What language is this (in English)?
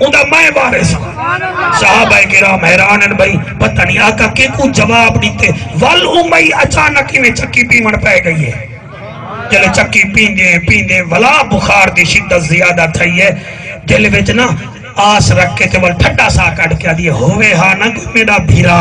Saraiki